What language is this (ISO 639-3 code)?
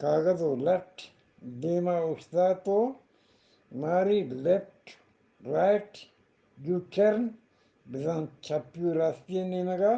bgp